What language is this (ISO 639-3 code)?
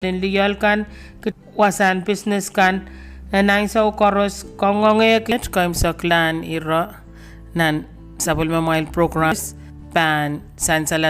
pon